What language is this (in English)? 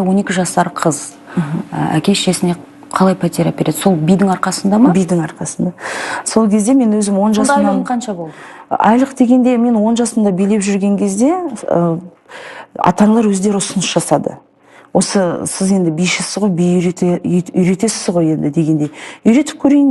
Kazakh